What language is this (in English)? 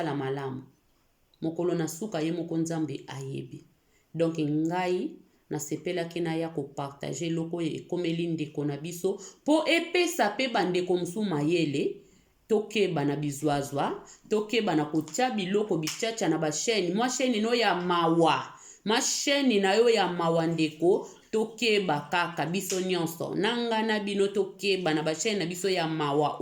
Lingala